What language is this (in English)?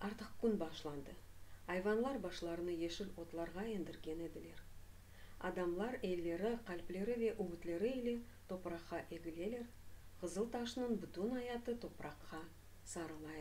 Crimean Tatar